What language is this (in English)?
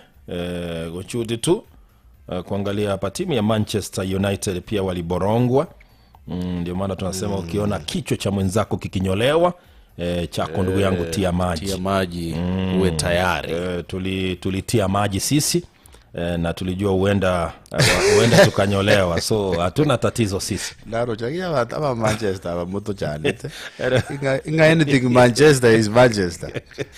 Gusii